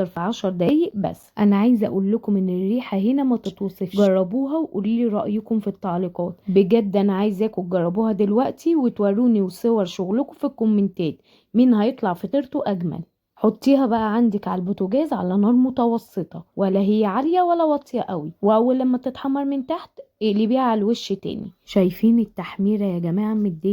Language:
Egyptian Arabic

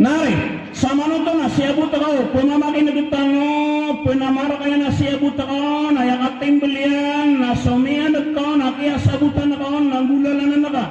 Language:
Maranao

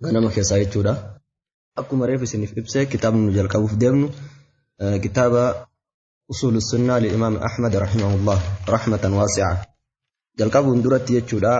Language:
Oromo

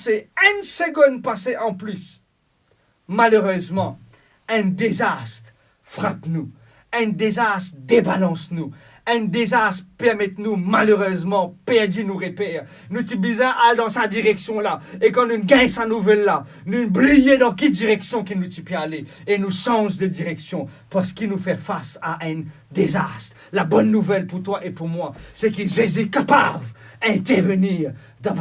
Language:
Morisyen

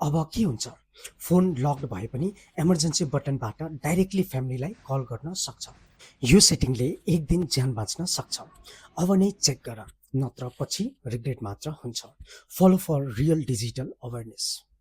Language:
Nepali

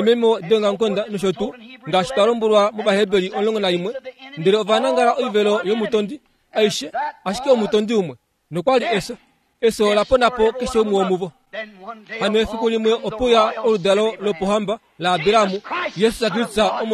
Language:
Kuanyama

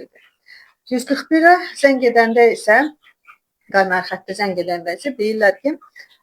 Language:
Azerbaijani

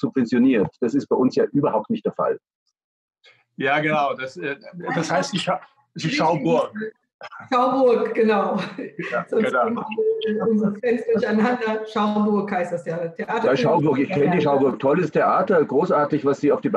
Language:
German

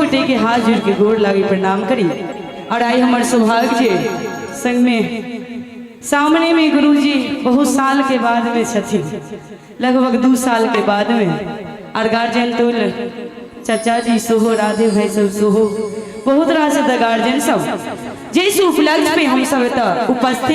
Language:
Maithili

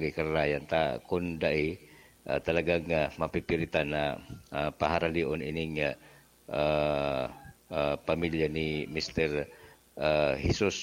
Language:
Bikol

